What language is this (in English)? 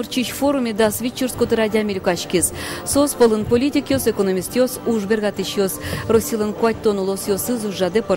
Udmurt